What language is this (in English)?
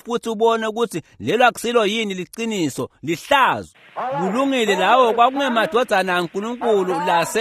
Swati